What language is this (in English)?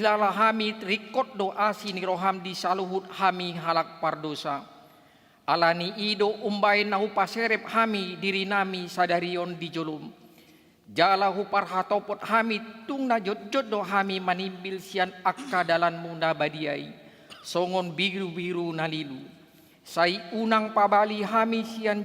Batak Toba